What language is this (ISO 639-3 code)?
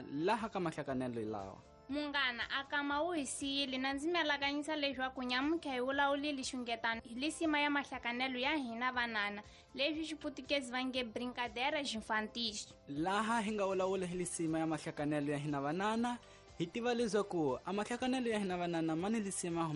tso